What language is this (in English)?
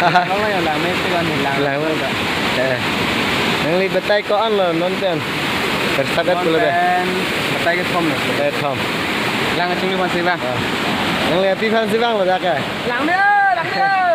Karbi